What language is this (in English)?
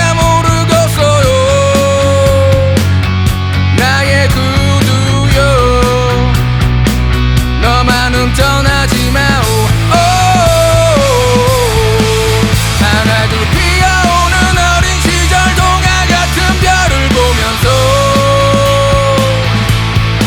Korean